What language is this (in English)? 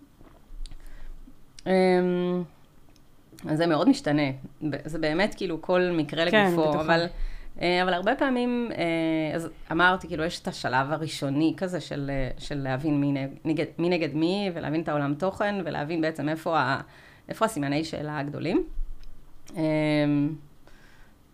Hebrew